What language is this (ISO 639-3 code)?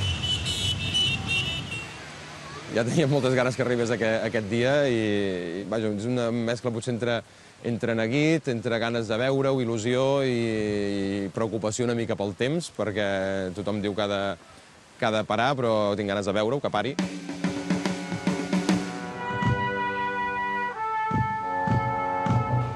cat